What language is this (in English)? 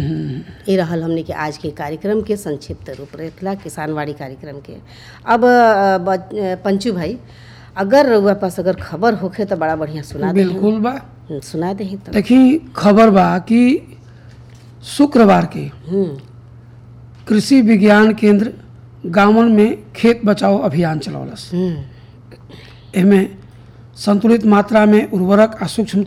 Bhojpuri